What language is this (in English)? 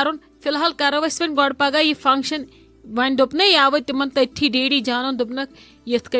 Kashmiri